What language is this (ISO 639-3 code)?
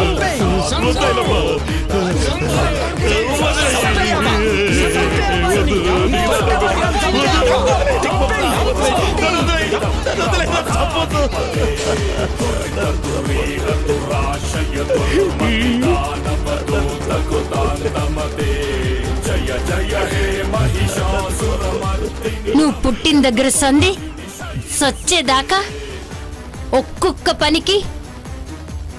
tel